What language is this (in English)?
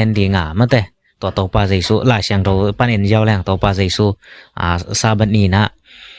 Tedim Chin